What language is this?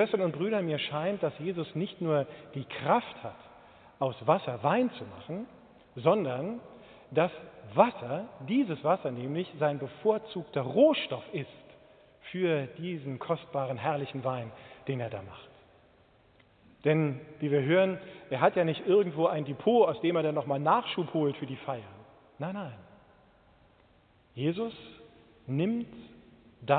German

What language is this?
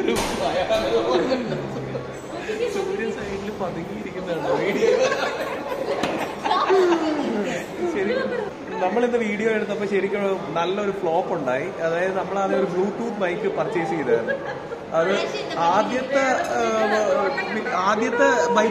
Malayalam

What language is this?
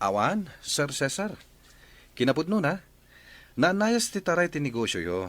Iloko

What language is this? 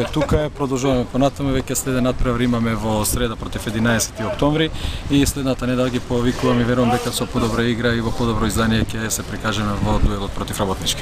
Macedonian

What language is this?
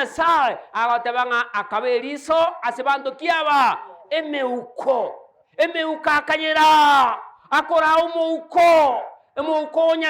Gusii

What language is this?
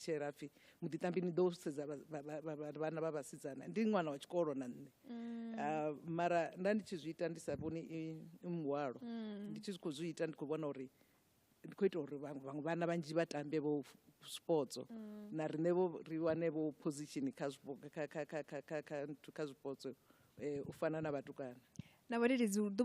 Venda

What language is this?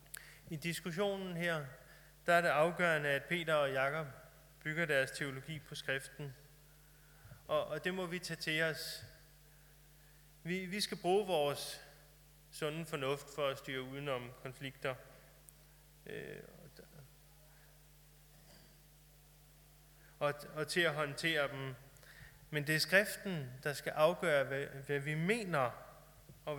Danish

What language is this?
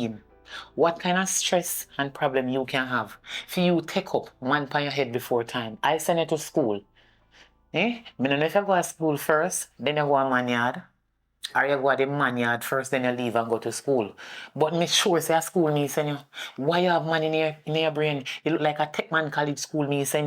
Jamaican Creole English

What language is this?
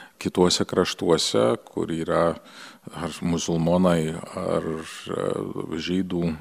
Lithuanian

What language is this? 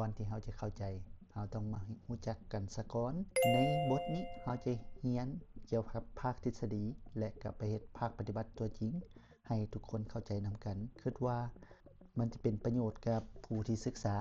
Lao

